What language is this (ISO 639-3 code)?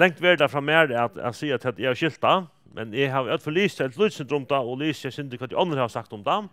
fao